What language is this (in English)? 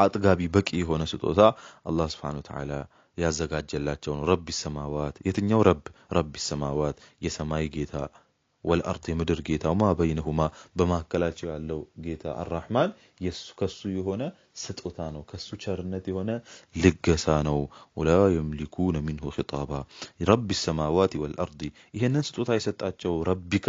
Amharic